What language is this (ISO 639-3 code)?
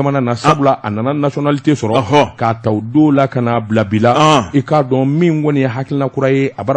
bam